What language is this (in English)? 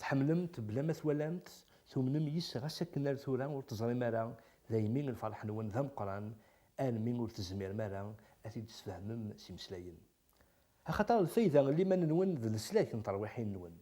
Kabyle